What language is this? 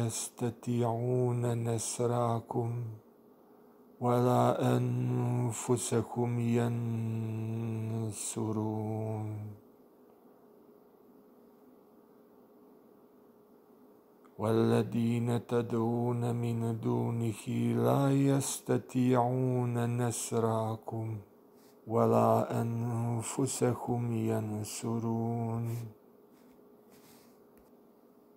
Arabic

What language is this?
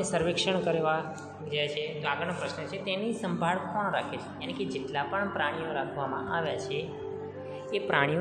Gujarati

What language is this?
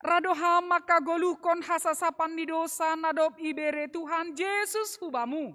Batak Simalungun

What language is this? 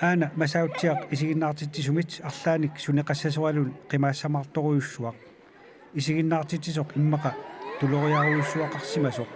Kalaallisut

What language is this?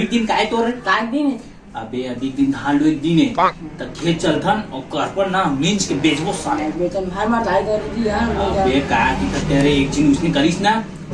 Chhattisgarhi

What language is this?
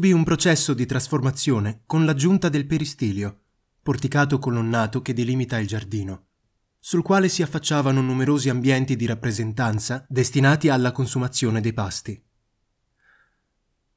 Italian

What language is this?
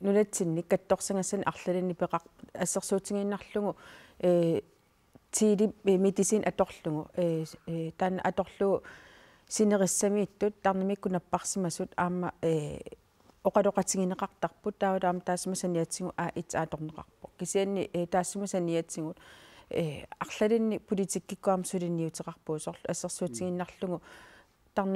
Kalaallisut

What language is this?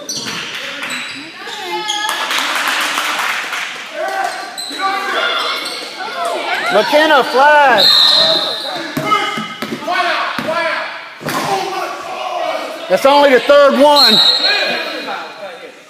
English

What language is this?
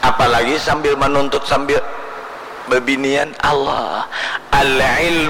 Banjar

